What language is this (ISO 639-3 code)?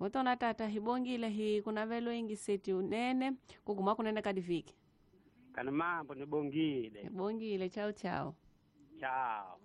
tso